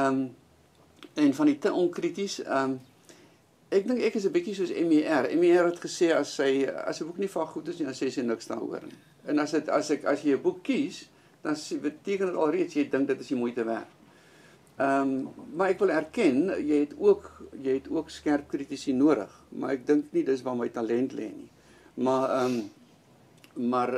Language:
Afrikaans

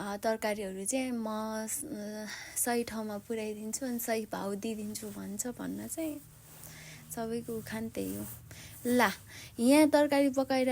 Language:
Nepali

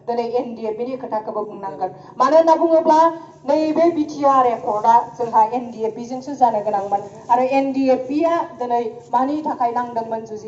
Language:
Bodo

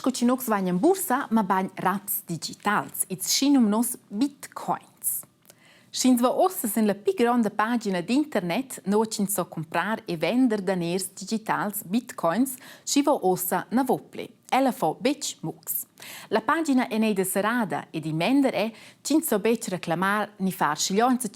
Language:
Romansh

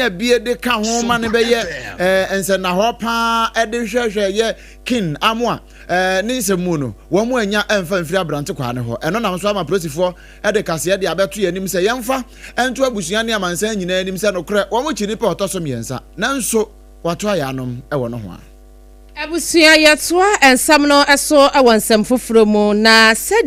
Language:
Akan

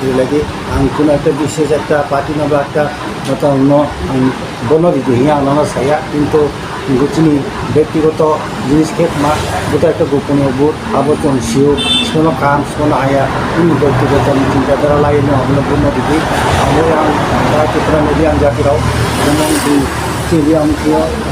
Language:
Riang (India)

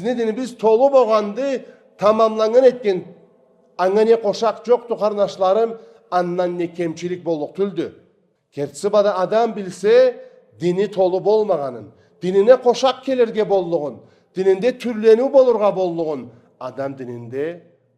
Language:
Karachay-Balkar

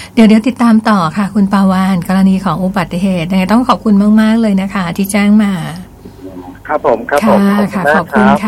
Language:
Thai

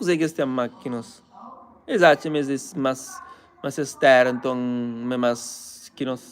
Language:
Kabuverdianu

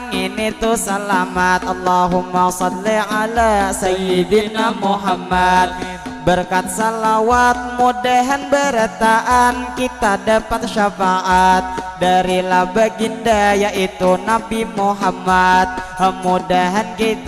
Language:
Banjar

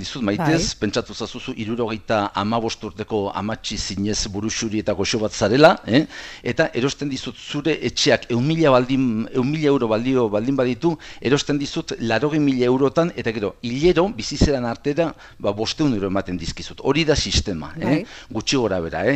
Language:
Basque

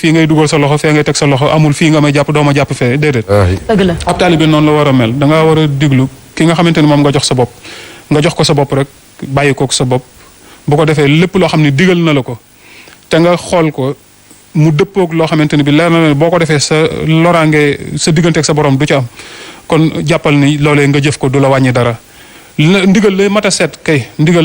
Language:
Wolof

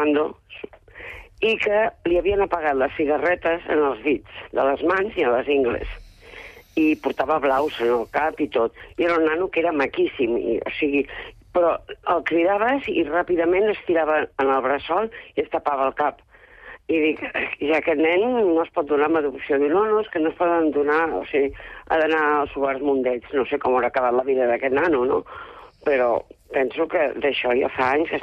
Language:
Catalan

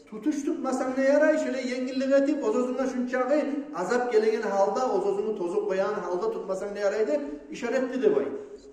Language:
Kumyk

